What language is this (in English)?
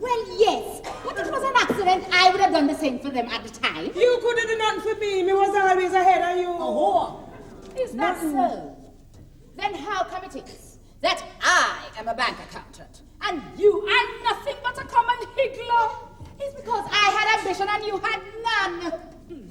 Jamaican Creole English